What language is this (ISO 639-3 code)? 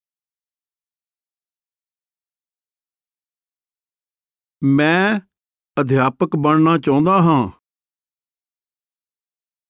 pan